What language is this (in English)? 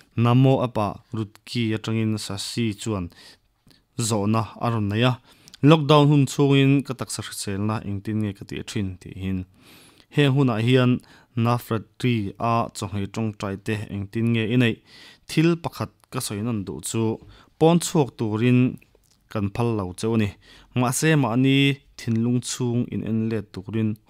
Mizo